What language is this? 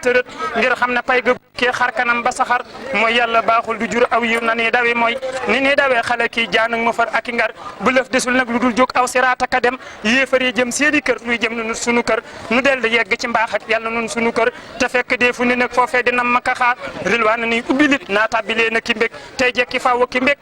Wolof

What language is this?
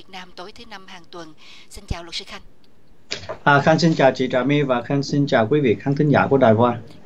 Vietnamese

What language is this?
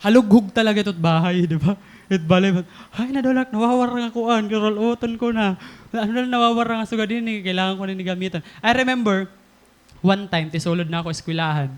Waray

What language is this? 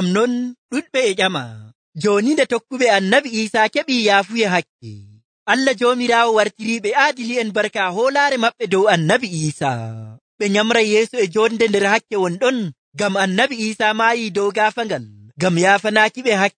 Nigerian Fulfulde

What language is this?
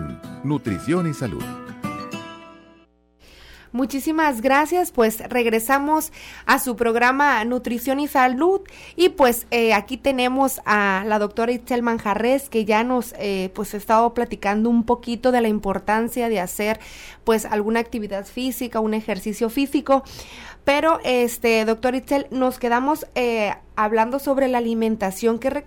Spanish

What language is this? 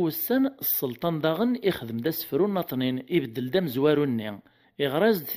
Kabyle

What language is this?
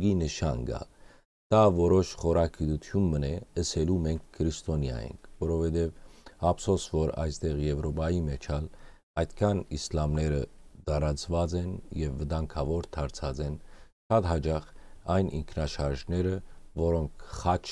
Western Armenian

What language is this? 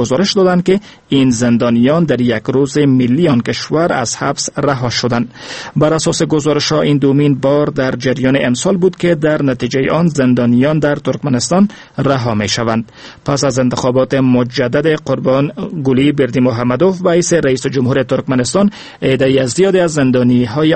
Persian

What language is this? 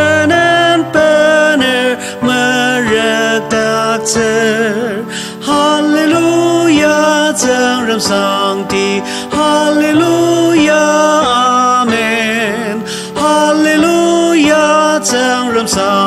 Ao Naga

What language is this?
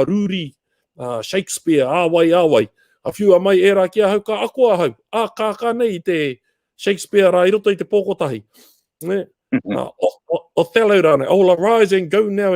Māori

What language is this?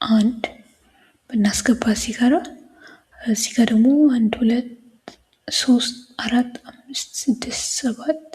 Amharic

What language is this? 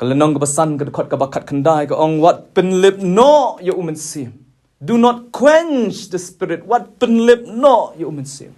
Khasi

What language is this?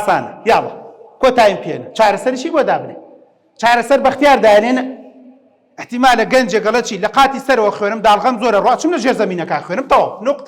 Central Kurdish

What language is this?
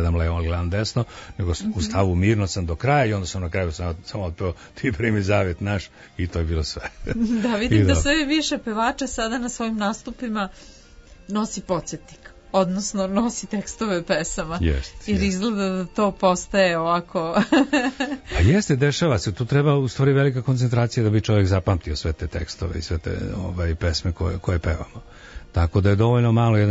Serbian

